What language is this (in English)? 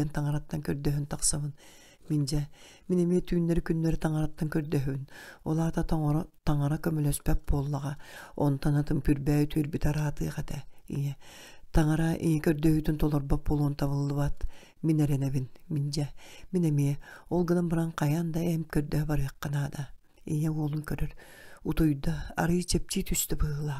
Yakut